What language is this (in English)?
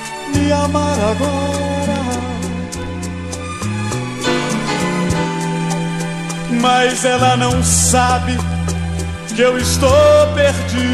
Portuguese